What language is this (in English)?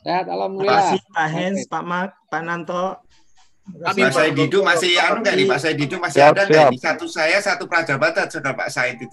Indonesian